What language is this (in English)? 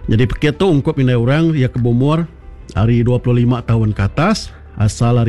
Iban